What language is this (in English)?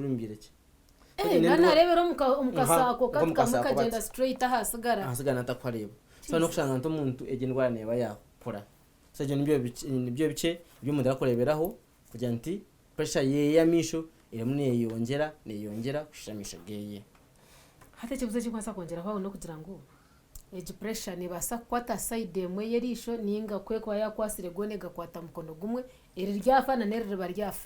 Nyankole